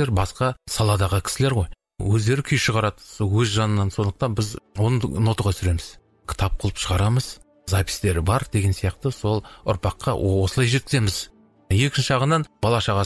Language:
Kazakh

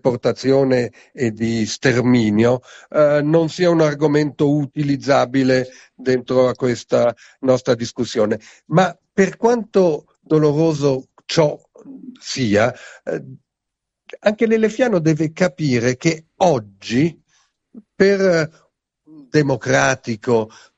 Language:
Italian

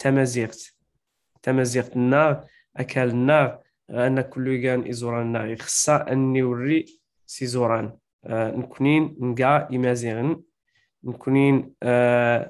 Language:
Kabyle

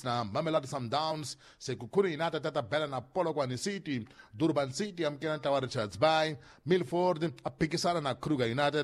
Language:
Tsonga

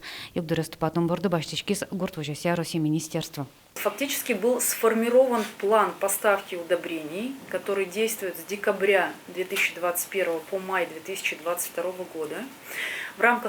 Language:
Udmurt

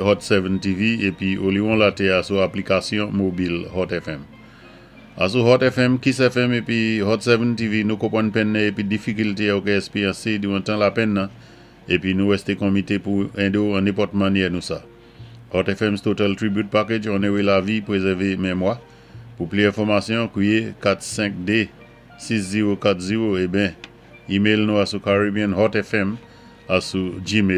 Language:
Saint Lucian Creole French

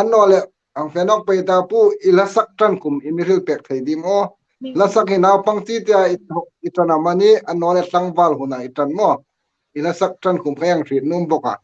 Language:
Hmar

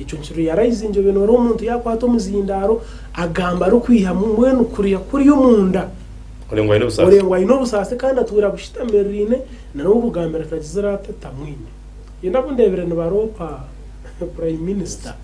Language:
Nyankole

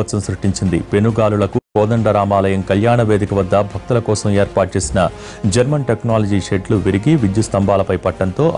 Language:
Telugu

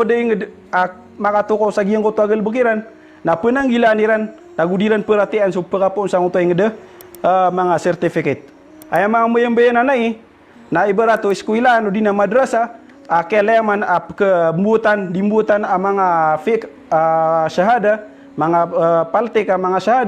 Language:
Maranao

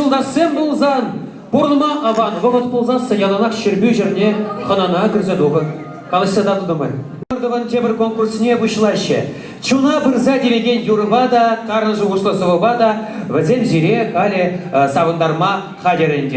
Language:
Chuvash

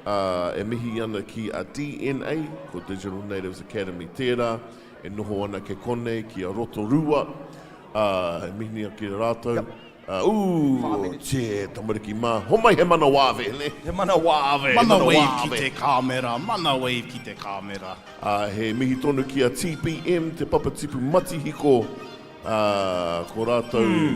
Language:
Māori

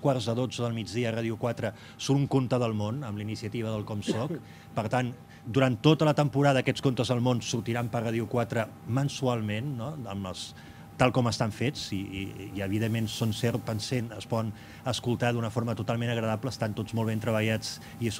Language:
Catalan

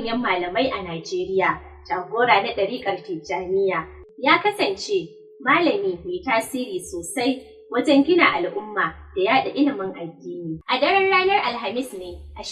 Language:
Hausa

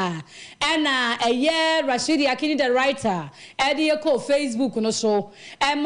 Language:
Akan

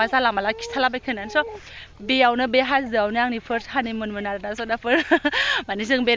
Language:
Bodo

